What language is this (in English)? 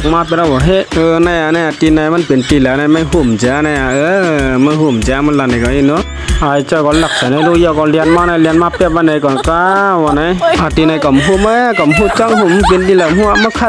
Shan